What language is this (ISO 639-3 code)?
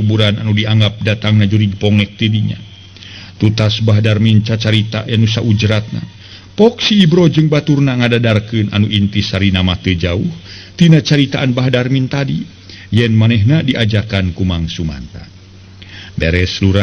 sun